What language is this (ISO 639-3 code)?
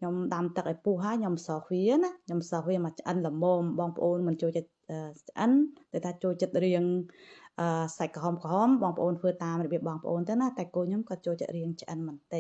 khm